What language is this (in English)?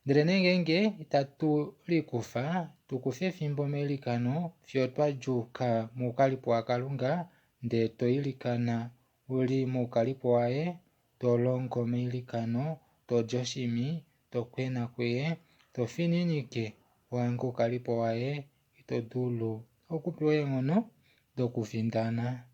Kuanyama